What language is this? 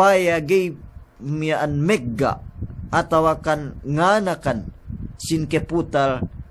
Yakan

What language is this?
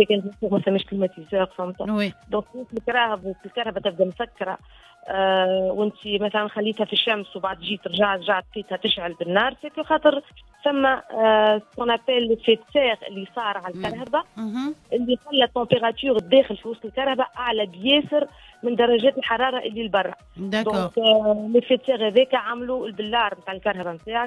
Tunisian Arabic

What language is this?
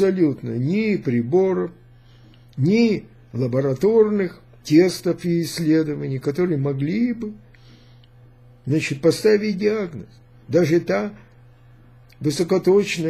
Russian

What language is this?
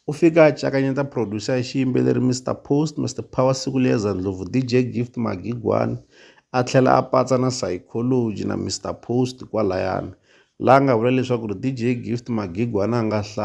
Tsonga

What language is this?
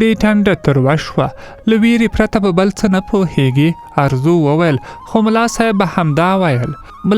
Pashto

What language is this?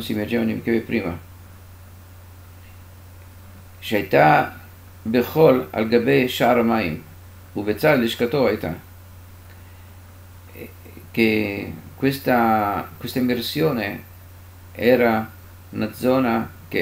Italian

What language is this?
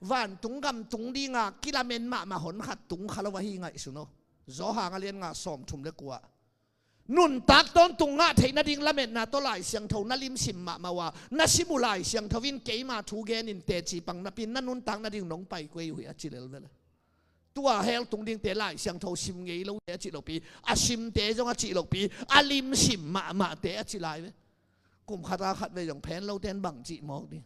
Tedim Chin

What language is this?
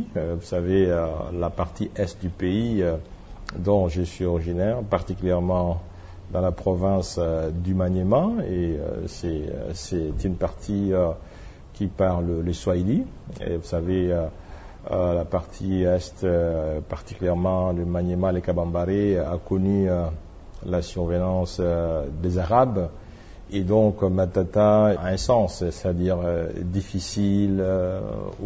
French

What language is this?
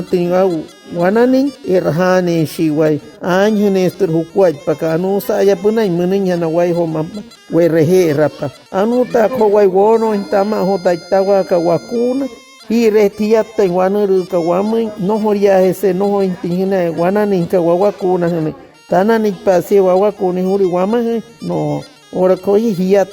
Wayuu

